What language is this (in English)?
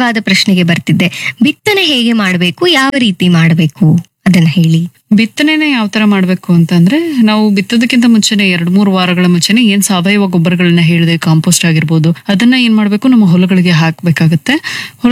Kannada